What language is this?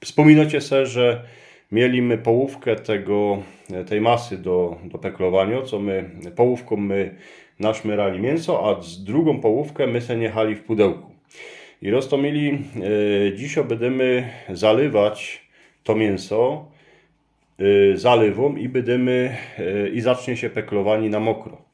Silesian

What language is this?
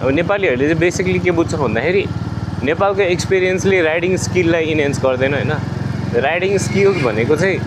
Nepali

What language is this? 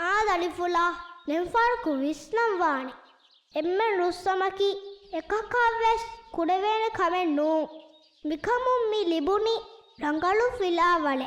Divehi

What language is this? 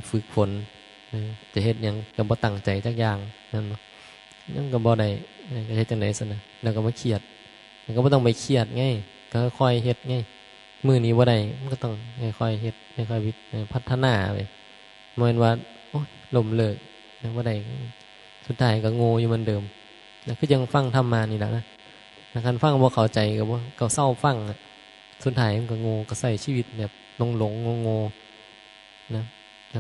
Northeastern Thai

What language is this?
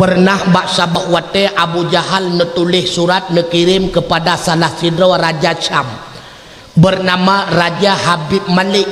Achinese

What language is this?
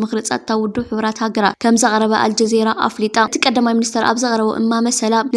Tigrinya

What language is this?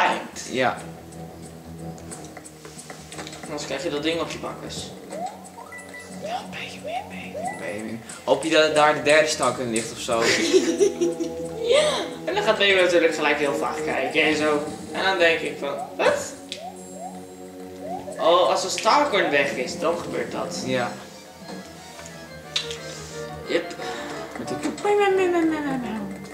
Dutch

